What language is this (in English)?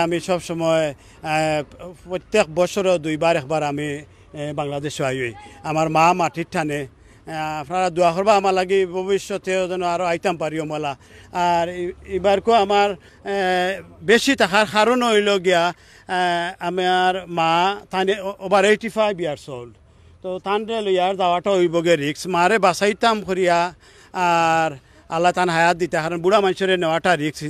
Sylheti